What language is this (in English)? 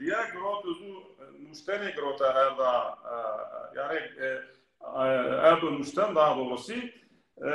Zaza